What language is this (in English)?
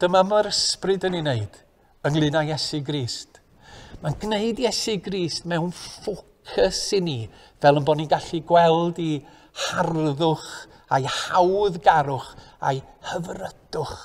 Welsh